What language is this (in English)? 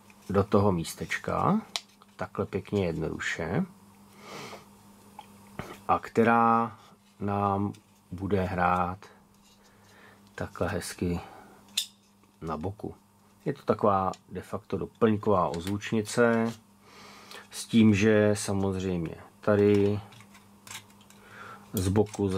Czech